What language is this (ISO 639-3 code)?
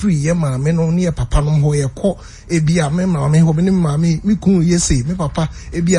aka